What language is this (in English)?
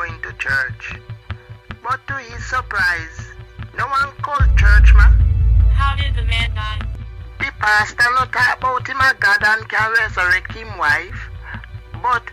Jamaican Creole English